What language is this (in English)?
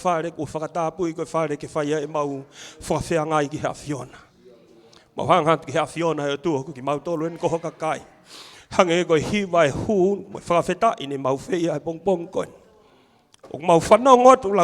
Tongan